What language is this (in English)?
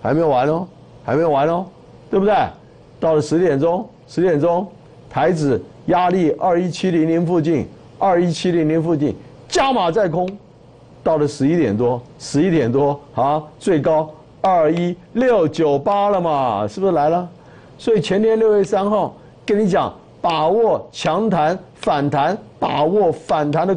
Chinese